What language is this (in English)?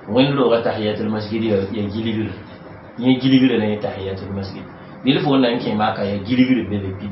Mossi